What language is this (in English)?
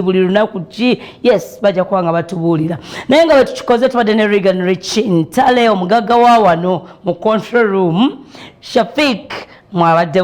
Ganda